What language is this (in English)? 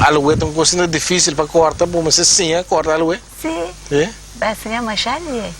Papiamento